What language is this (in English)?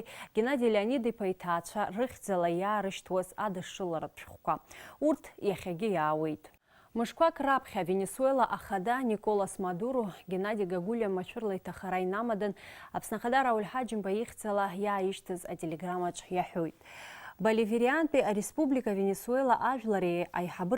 Abkhazian